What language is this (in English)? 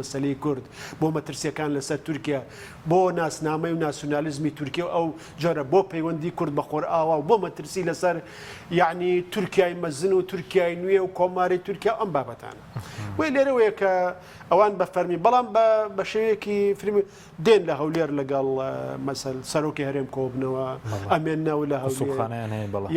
Central Kurdish